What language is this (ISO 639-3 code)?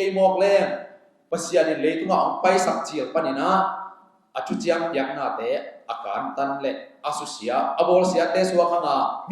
ctd